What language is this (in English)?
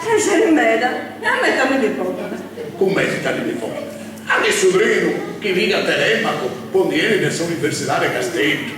Sardinian